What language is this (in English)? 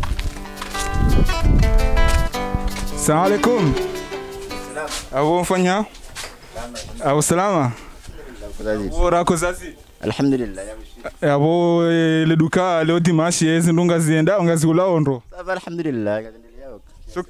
Swahili